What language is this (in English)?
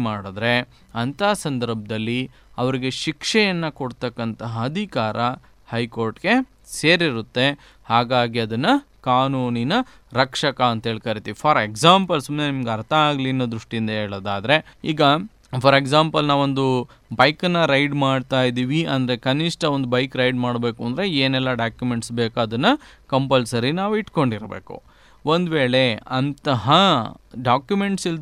Kannada